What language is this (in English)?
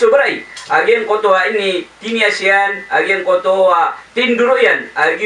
Maranao